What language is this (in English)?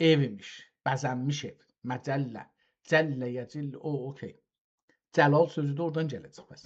South Azerbaijani